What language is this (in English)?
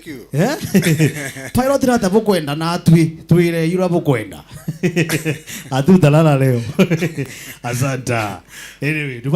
Meru